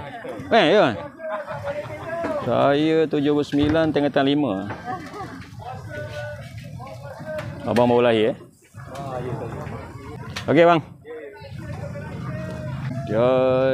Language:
Malay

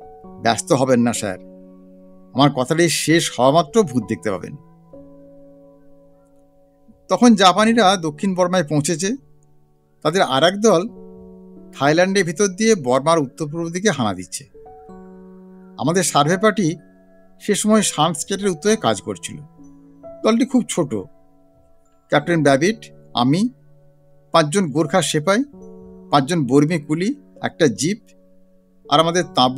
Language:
Bangla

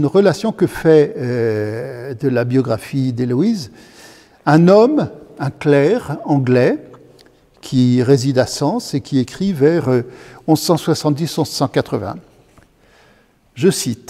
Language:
French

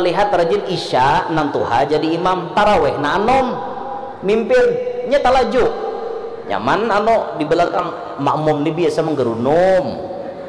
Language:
Banjar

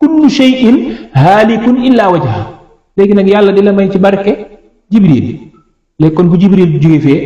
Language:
Wolof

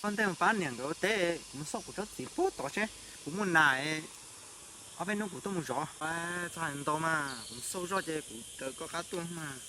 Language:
Hmong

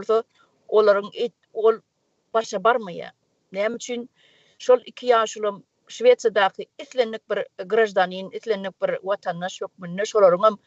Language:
Turkmen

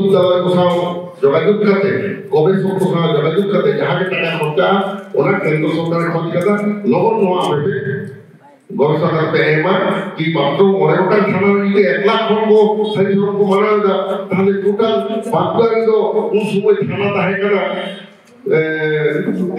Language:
Santali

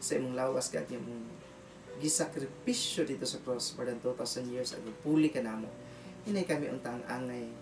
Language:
Cebuano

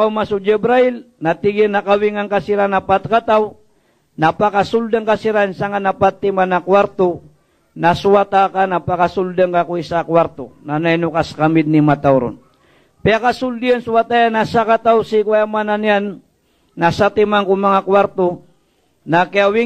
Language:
Maranao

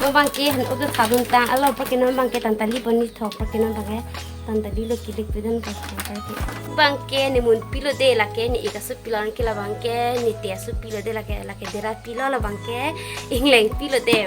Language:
Karbi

